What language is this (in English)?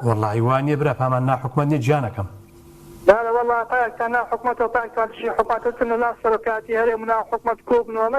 Central Kurdish